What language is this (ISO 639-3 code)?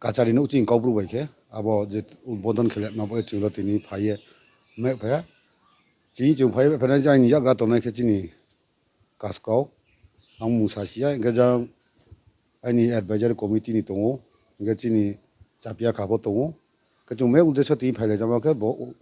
ria